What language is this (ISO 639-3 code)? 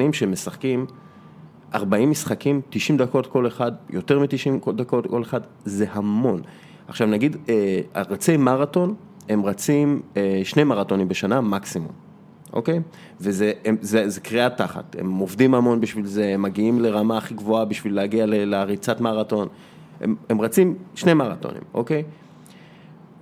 heb